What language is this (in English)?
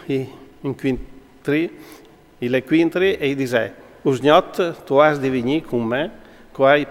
Friulian